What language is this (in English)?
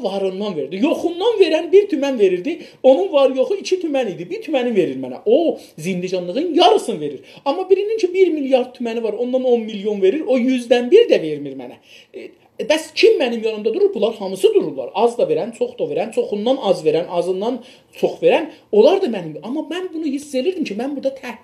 South Azerbaijani